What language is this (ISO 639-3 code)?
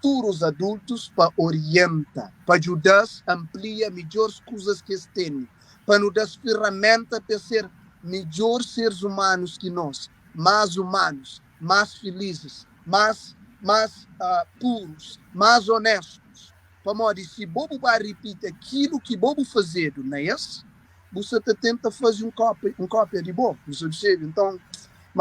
kea